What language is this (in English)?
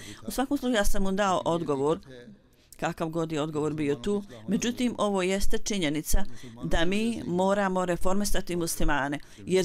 Bosnian